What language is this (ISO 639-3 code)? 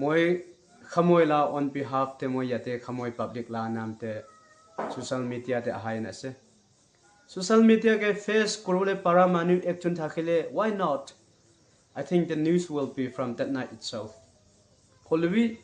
nag